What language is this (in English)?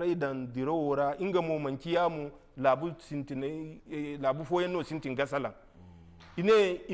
Zarma